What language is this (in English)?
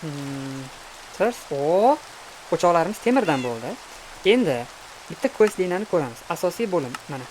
Uzbek